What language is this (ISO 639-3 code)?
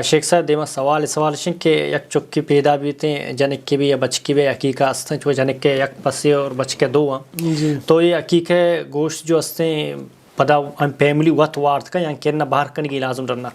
bal